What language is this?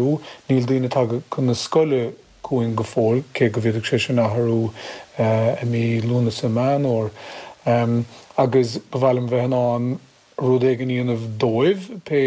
Irish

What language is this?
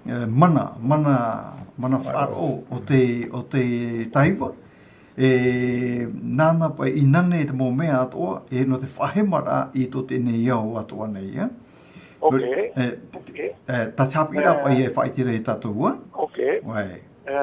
Tahitian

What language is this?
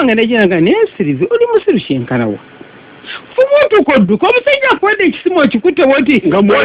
Ganda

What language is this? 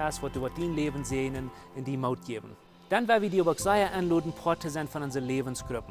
Plautdietsch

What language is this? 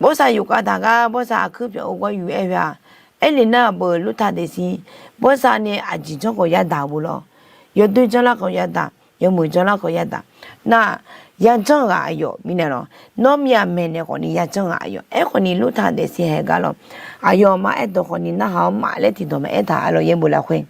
Akha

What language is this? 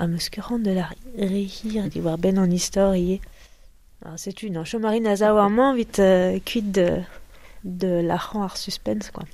Breton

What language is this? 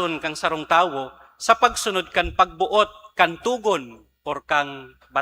Bikol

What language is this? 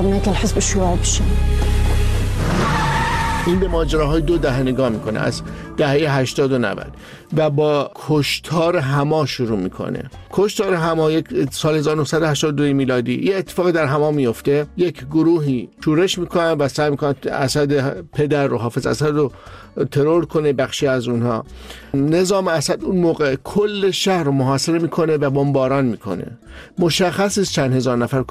Persian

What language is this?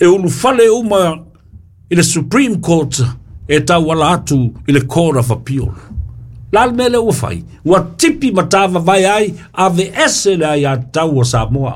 Samoan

